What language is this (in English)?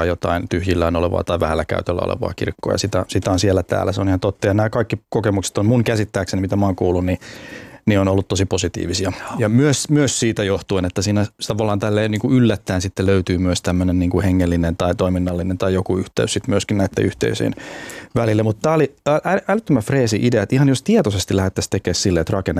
Finnish